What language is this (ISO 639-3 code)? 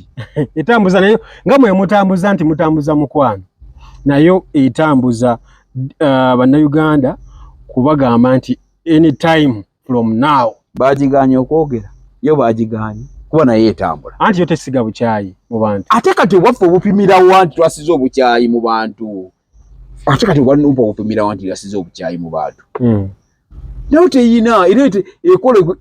lug